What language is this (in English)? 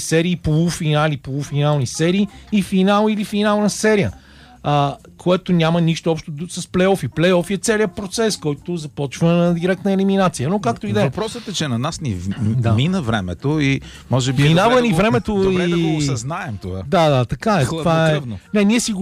Bulgarian